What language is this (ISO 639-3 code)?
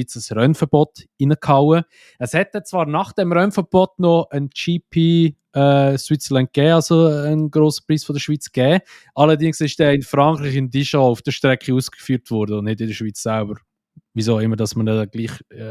gsw